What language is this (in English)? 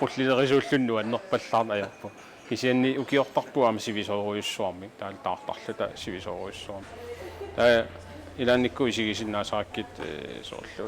Kalaallisut